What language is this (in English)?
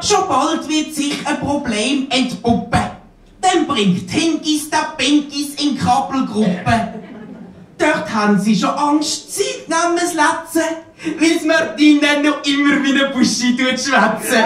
Swiss German